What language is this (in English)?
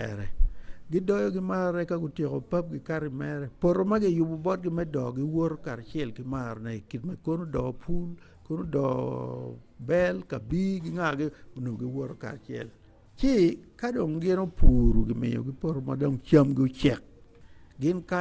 Acoli